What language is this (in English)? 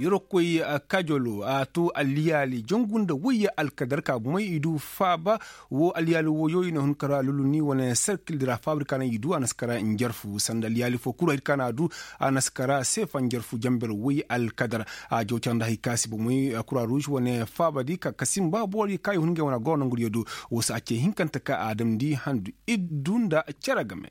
Koyraboro Senni